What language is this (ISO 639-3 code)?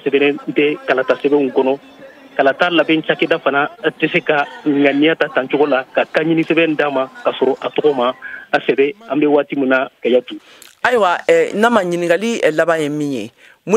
bam